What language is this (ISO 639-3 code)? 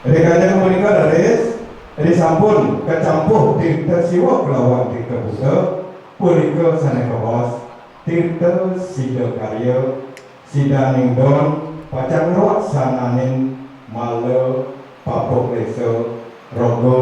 ban